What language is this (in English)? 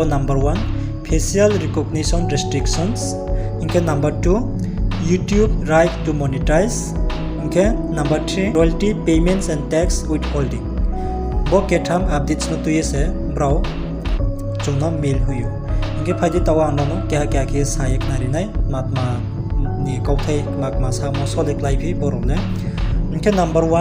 Riang (India)